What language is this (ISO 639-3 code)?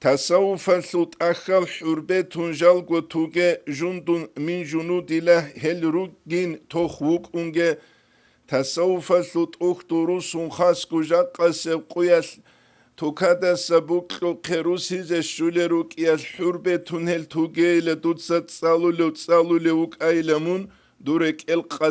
ava